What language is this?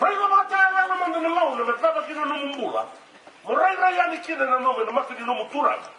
Fijian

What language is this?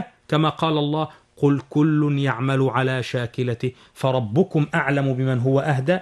Arabic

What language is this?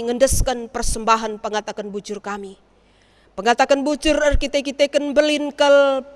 Batak Karo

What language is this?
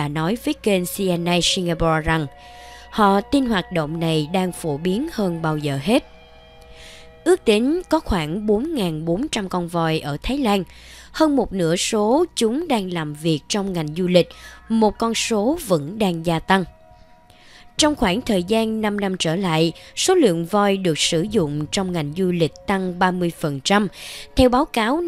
Vietnamese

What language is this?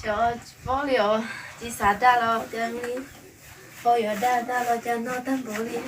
Hmong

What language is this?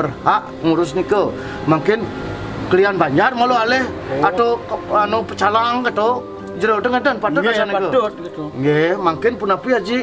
Balinese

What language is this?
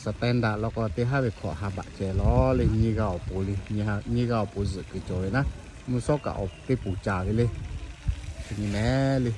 Lahu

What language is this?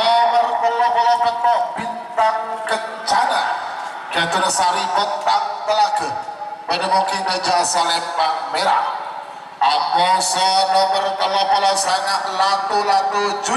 Madurese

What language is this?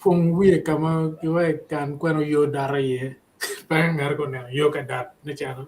Acoli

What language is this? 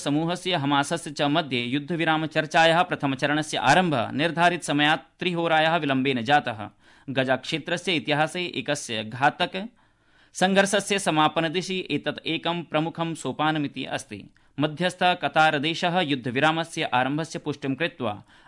Sanskrit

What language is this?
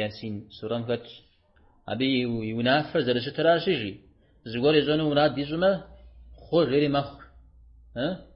Kabardian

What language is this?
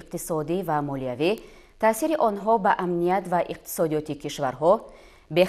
Tajik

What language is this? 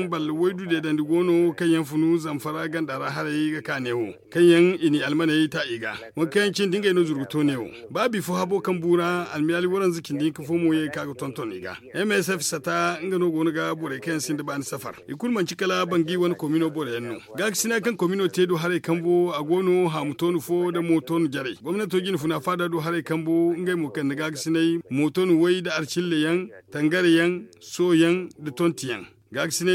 Zarma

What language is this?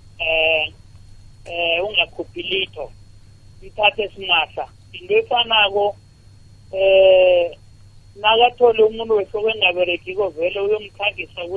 South Ndebele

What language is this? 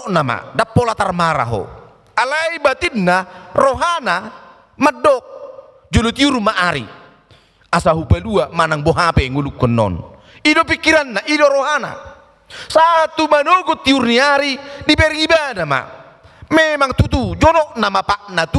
Batak Toba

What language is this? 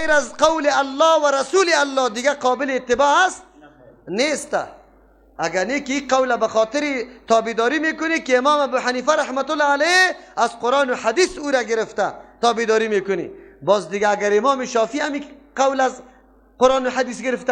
Persian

